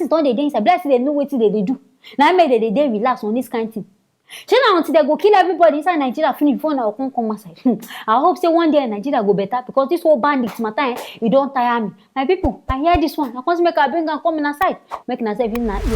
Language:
Nigerian Pidgin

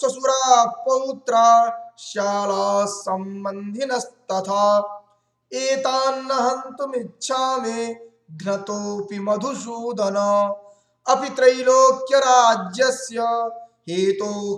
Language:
Sanskrit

